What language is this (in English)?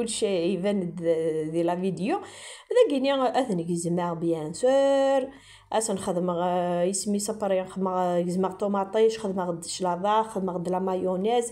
Kabyle